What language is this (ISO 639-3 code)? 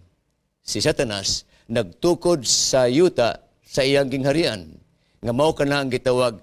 ceb